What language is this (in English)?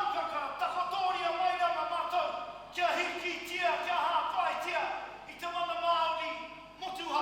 Māori